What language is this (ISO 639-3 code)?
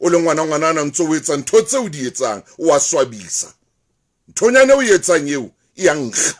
sot